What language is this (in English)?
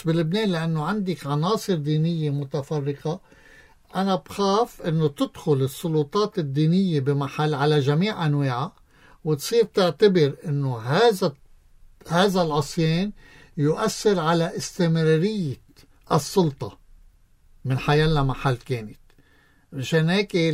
North Levantine Arabic